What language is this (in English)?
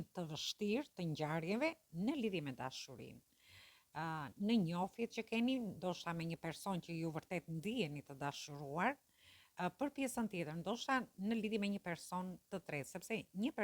Albanian